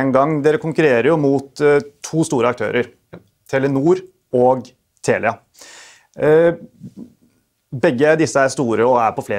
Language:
Norwegian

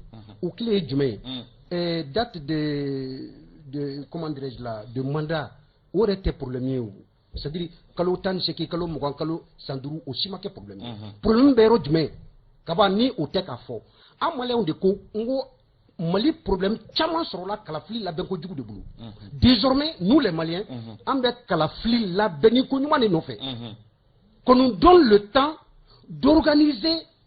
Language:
Bambara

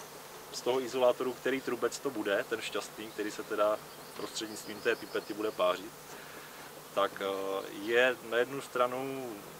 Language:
Czech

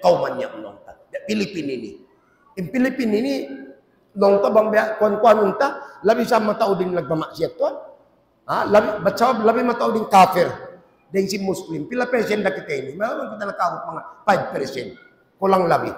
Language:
Tausug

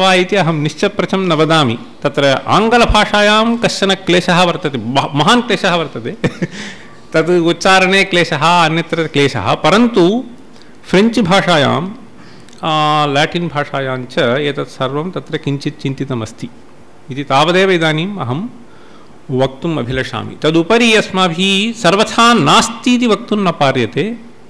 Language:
Sanskrit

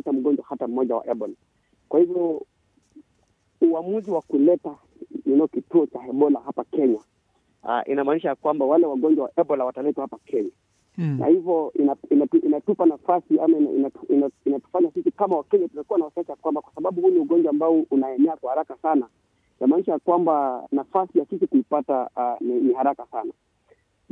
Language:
Swahili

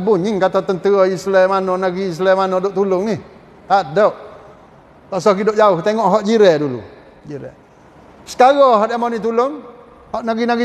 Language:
Malay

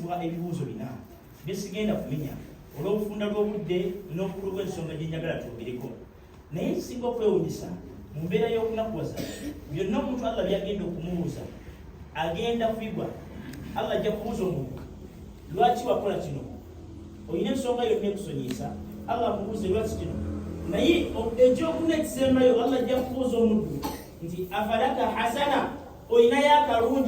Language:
Ganda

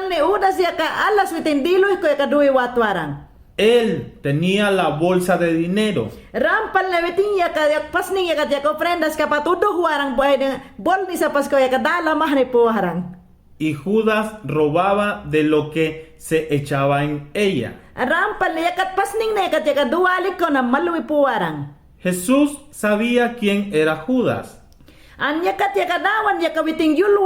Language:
Mayangna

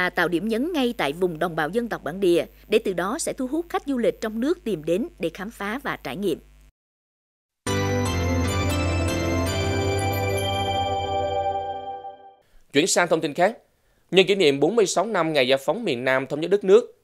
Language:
Vietnamese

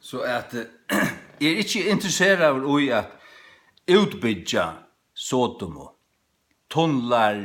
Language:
Faroese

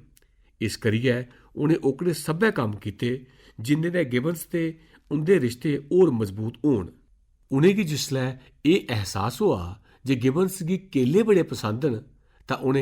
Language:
Dogri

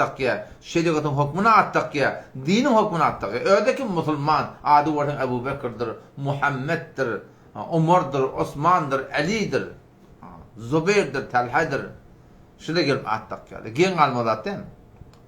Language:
Turkmen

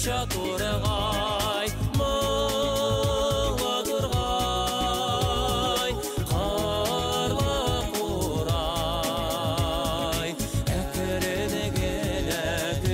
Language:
Tatar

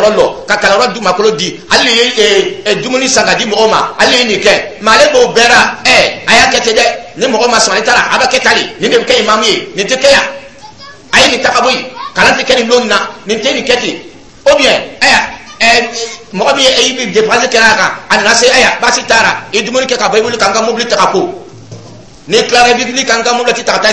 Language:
Dyula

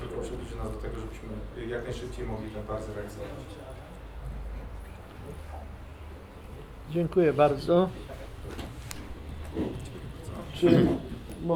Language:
Polish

